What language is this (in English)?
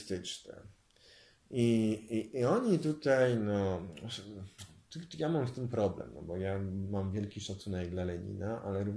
Polish